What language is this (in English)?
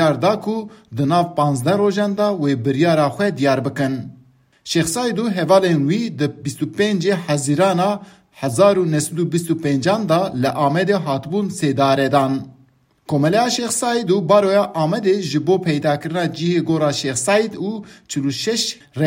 Kurdish